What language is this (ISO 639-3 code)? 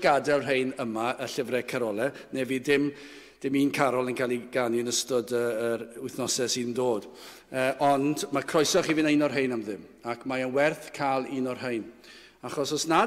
cym